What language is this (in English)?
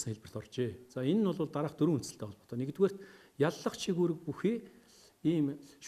Mongolian